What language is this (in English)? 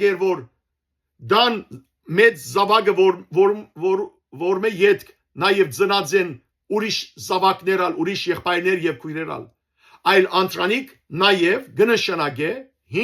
Western Armenian